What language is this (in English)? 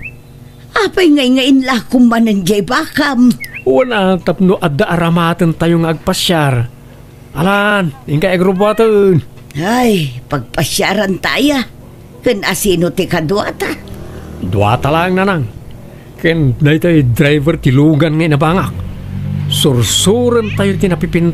Iloko